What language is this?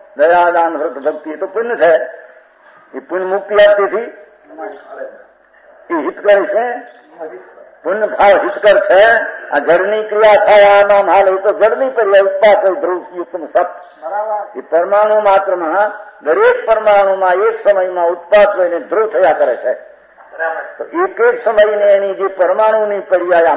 Gujarati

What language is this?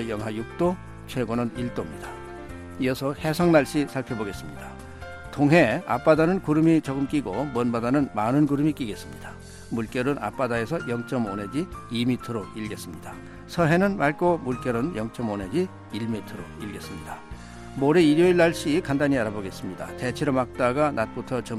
Korean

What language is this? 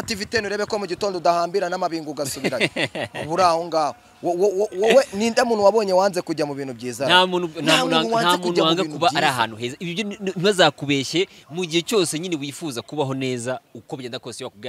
Kinyarwanda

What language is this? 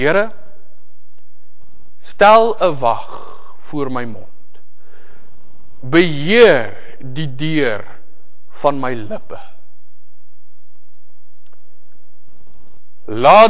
Afrikaans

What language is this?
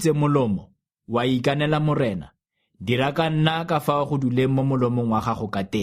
Tswana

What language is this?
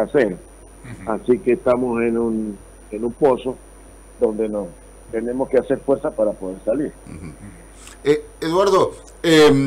Spanish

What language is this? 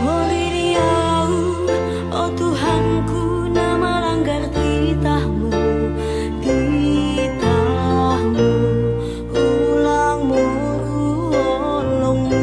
Batak Simalungun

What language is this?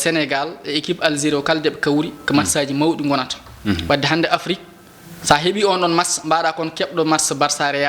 Fula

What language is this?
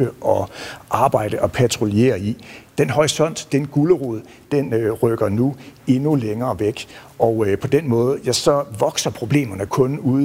Danish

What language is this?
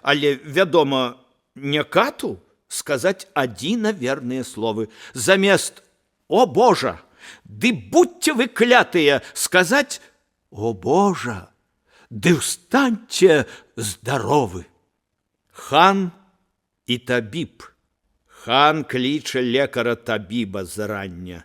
Belarusian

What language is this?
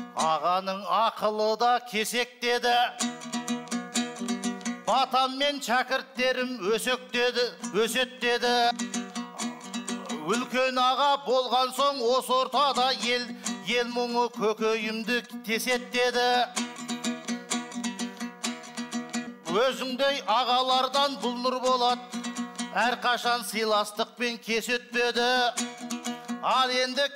Kazakh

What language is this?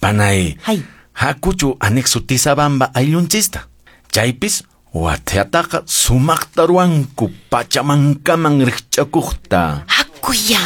Quechua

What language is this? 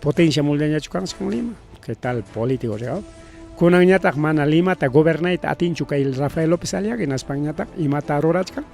Ayacucho Quechua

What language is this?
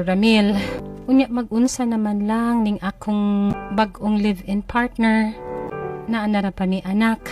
Cebuano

